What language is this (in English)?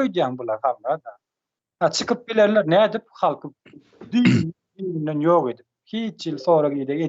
Turkmen